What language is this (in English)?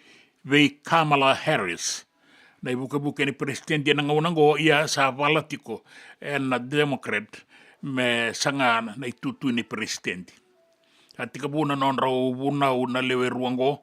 Fijian